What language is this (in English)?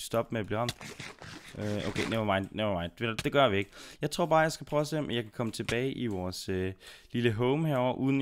Danish